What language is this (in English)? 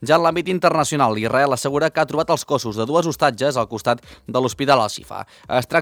Catalan